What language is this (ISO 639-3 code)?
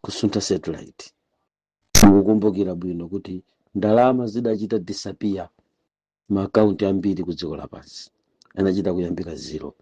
nya